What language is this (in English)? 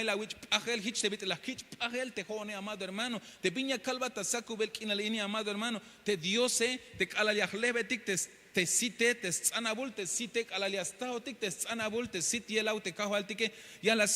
Tzeltal